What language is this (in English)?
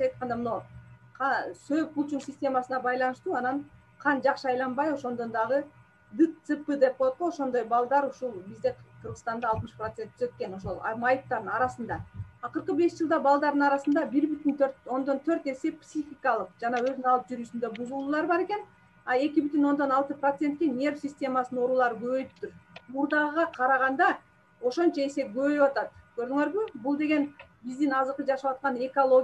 Kyrgyz